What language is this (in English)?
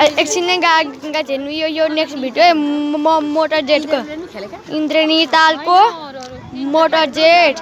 Nepali